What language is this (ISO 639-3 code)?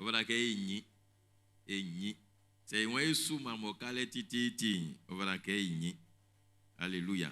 bci